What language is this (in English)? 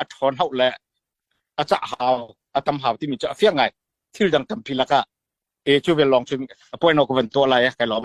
Hakha Chin